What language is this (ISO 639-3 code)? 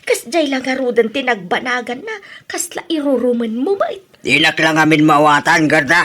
ilo